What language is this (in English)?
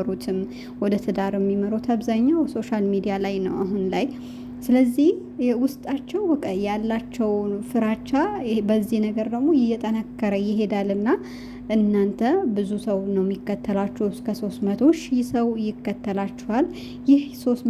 Amharic